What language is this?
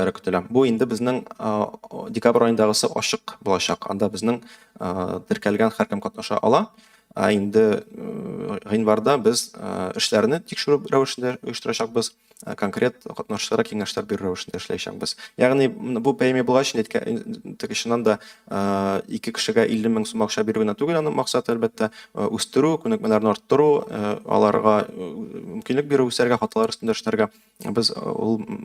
Tatar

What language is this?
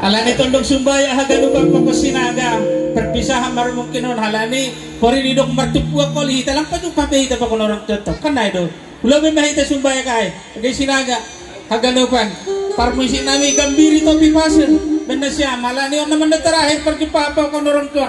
Batak Simalungun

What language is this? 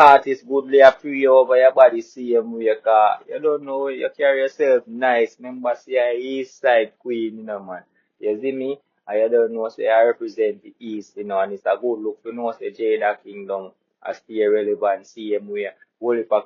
Jamaican Creole English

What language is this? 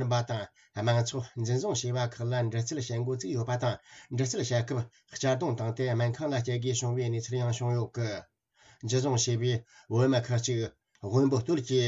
Tibetan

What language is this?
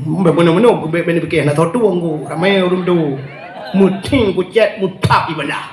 Achinese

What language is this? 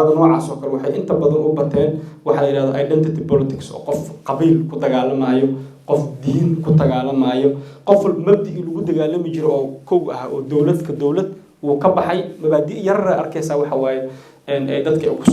Somali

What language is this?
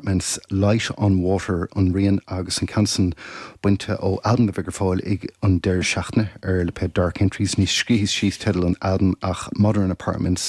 Irish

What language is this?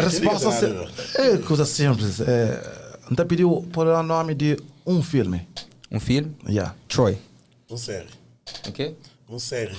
Kabuverdianu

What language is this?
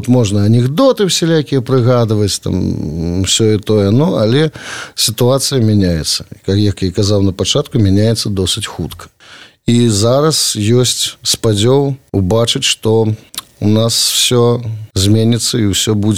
Belarusian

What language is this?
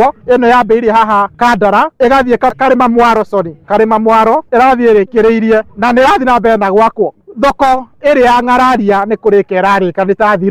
Kikuyu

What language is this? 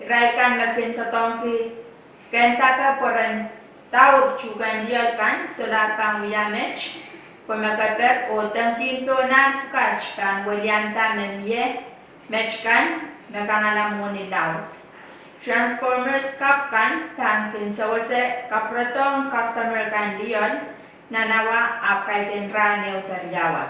Pohnpeian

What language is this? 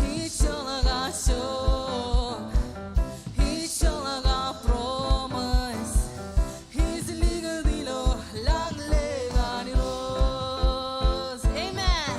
Marshallese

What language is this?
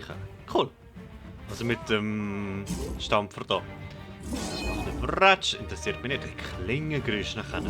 Swiss German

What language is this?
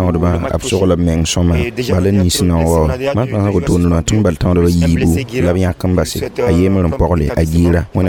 Mossi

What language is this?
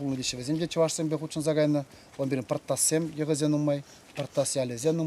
Chuvash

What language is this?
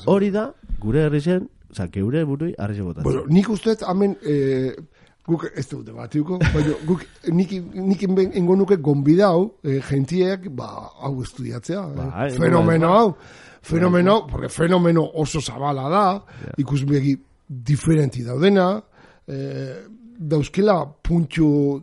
Basque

